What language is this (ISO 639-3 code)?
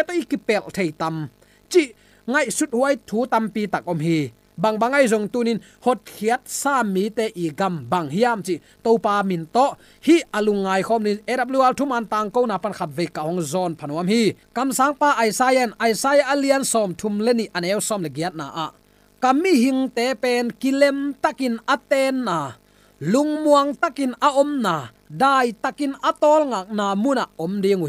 ctd